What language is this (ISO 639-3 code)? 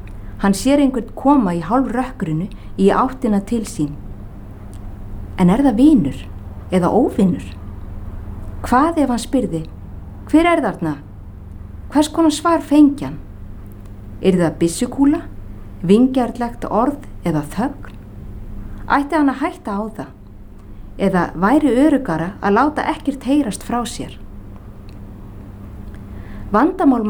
isl